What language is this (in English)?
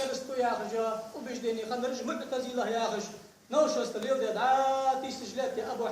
Ingush